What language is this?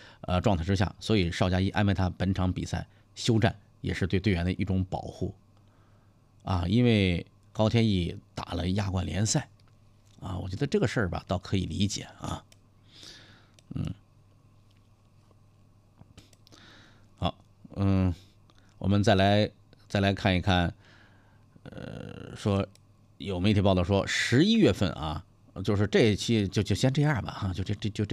Chinese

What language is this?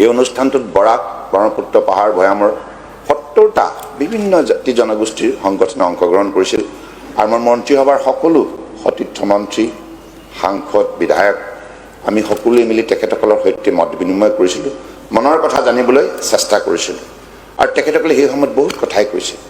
Assamese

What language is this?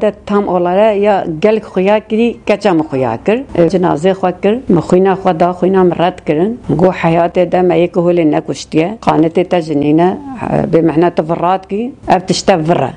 Kurdish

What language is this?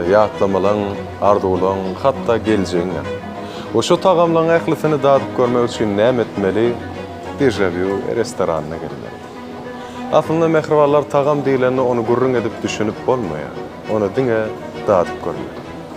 Turkmen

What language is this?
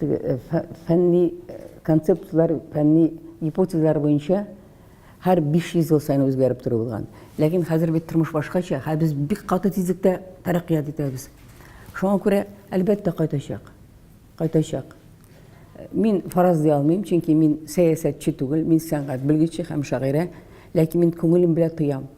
Tatar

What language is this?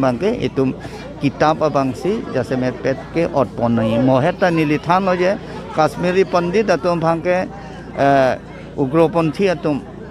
Karbi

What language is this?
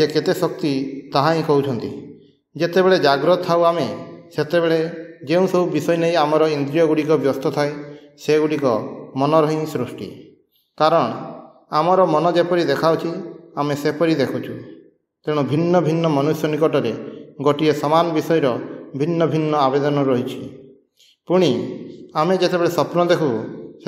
Odia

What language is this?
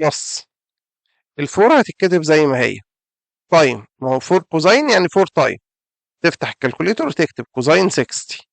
Egyptian Arabic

